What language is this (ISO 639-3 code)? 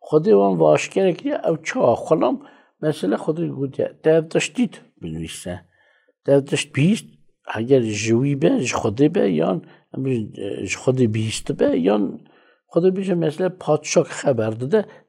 kur